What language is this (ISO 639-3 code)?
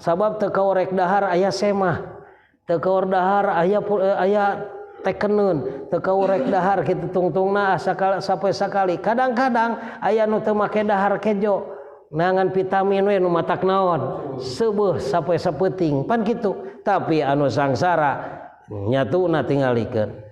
sun